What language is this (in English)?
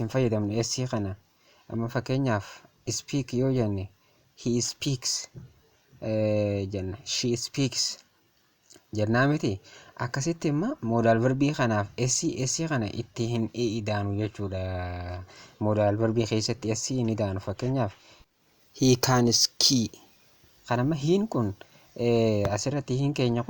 Oromo